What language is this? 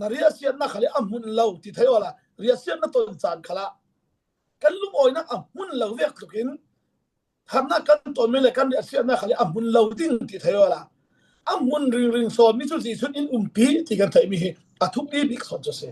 Falam Chin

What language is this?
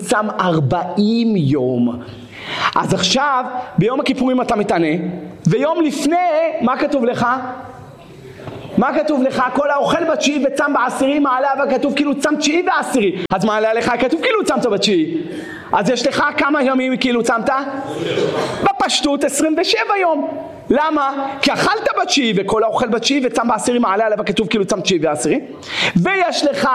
Hebrew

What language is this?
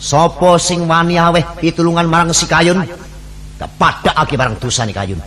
Javanese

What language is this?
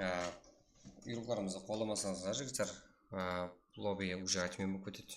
Kara-Kalpak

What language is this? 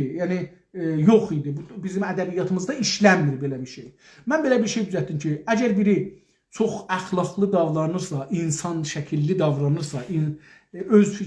South Azerbaijani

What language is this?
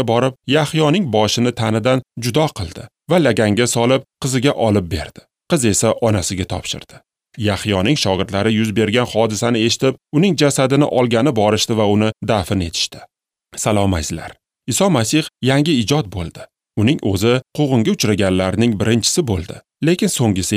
Uzbek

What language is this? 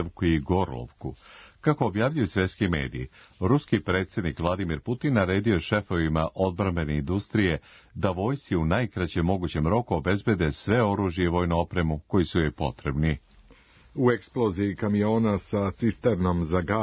Serbian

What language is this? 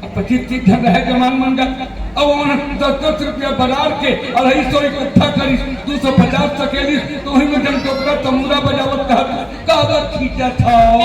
Chhattisgarhi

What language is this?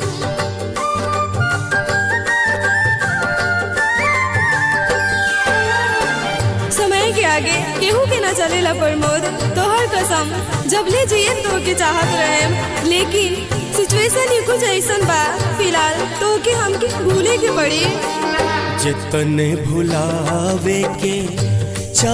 Bhojpuri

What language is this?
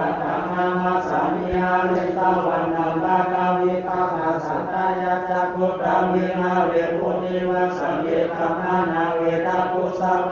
Pali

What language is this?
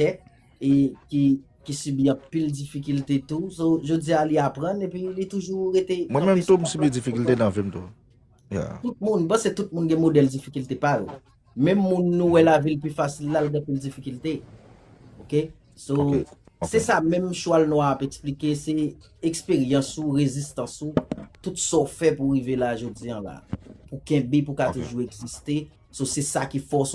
Haitian Creole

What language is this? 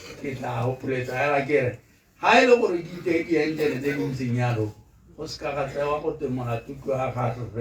Tswana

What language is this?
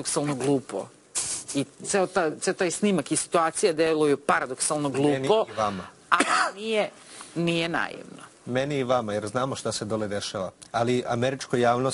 Serbian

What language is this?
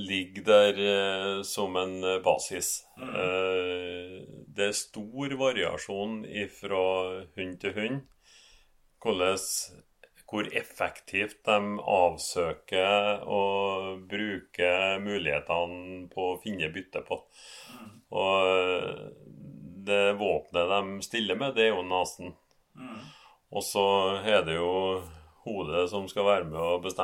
Norwegian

